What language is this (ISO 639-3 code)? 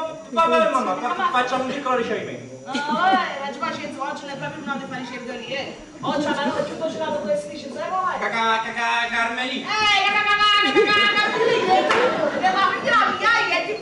nap